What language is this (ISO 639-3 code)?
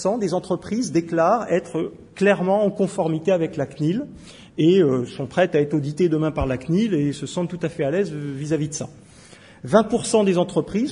fra